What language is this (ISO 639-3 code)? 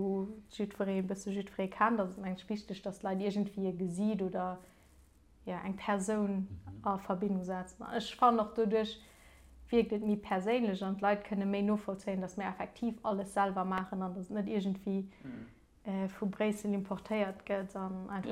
ltz